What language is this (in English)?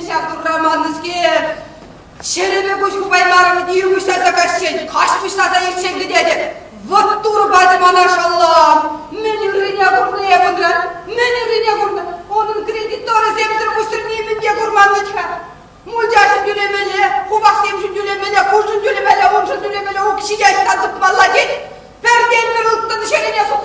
Chuvash